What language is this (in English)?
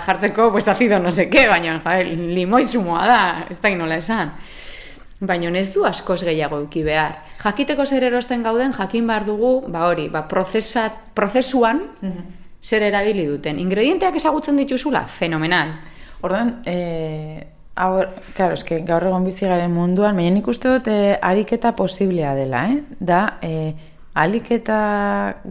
Basque